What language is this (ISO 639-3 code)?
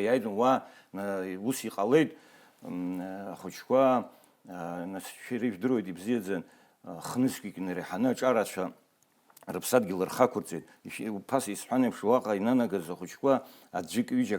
abk